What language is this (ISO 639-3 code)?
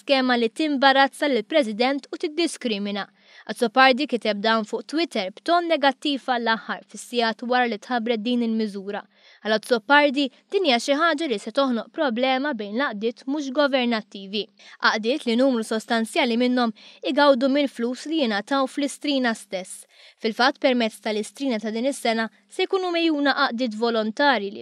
mlt